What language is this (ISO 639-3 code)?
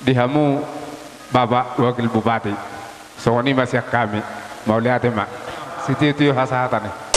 bbc